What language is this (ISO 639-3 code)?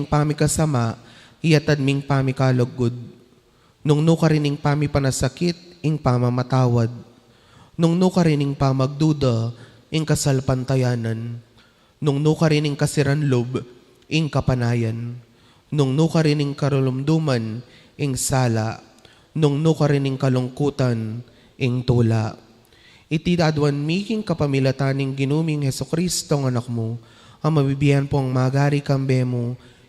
pam